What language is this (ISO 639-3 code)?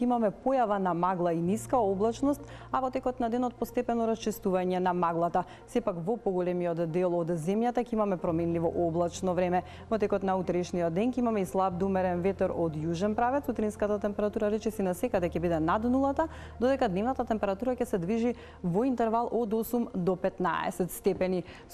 mkd